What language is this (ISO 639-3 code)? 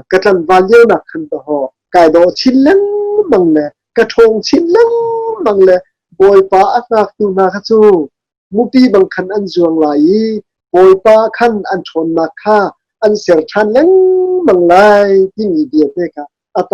cnh